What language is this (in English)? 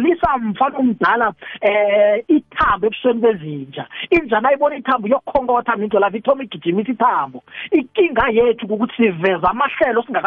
South Ndebele